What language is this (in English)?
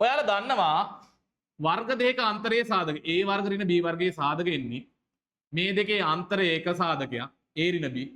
Sinhala